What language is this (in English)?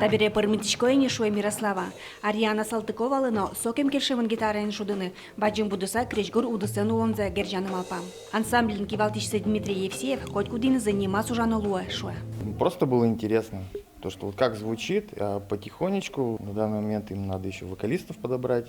Udmurt